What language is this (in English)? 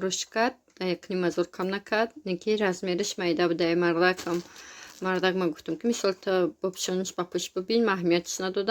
Tajik